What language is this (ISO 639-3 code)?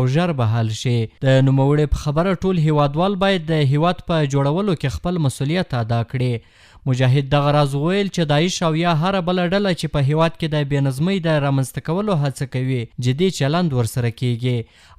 pus